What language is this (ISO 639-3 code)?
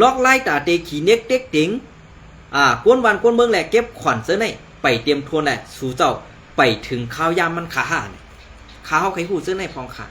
shn